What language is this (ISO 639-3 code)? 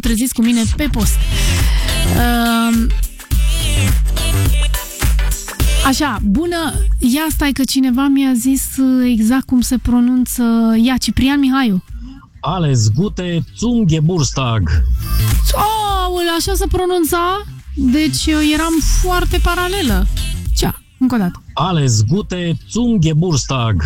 ron